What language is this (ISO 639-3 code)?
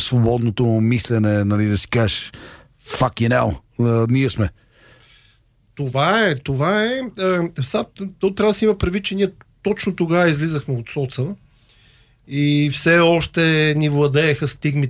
bul